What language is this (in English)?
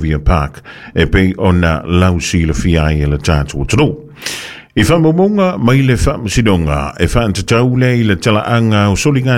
Samoan